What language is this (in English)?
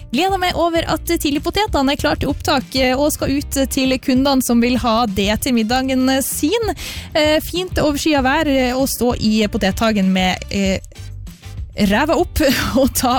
Norwegian